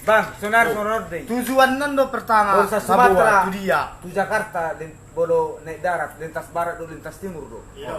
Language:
Batak Toba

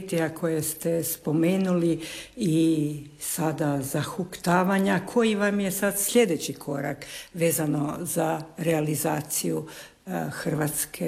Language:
Croatian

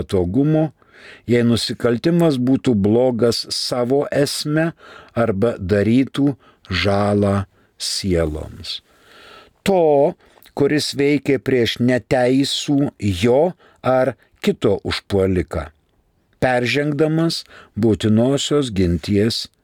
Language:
Lithuanian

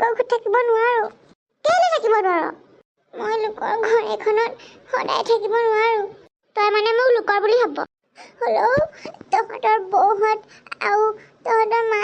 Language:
Assamese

